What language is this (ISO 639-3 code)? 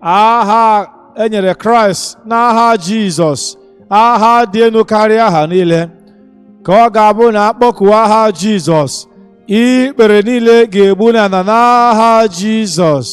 ibo